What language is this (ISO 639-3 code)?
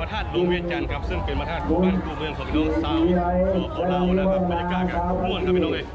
lao